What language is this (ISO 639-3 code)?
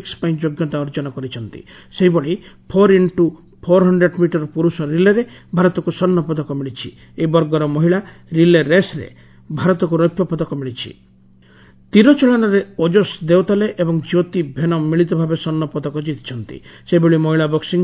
ori